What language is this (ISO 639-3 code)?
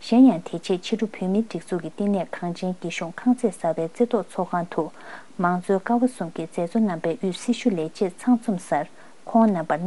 bod